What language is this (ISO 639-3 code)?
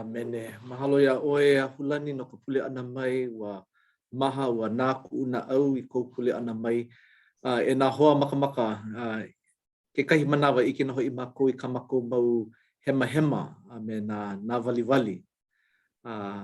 haw